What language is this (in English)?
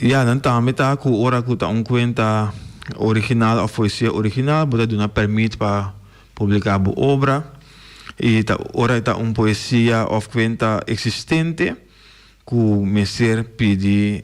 Papiamento